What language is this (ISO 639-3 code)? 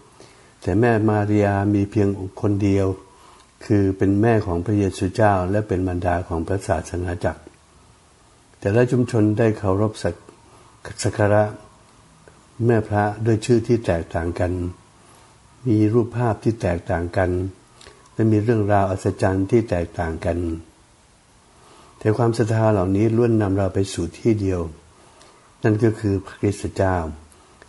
tha